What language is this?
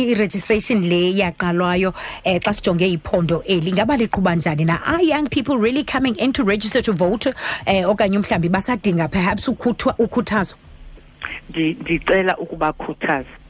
Xhosa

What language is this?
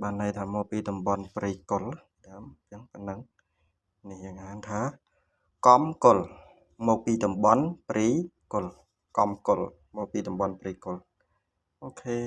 Khmer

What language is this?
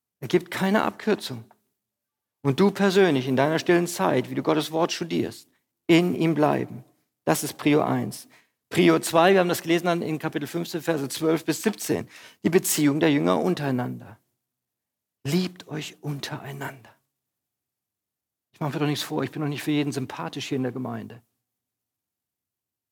German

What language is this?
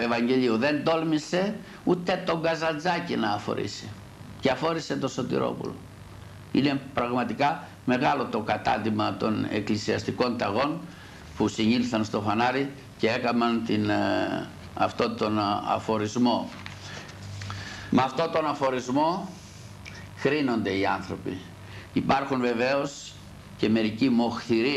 Greek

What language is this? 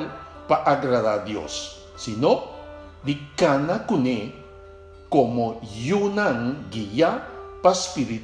Papiamento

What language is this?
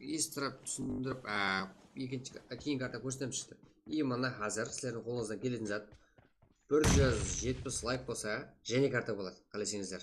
Kara-Kalpak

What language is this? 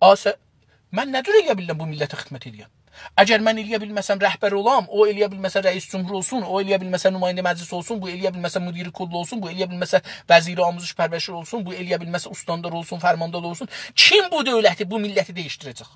South Azerbaijani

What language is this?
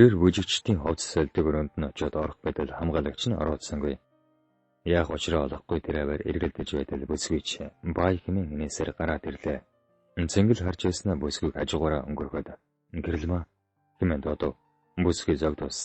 Mongolian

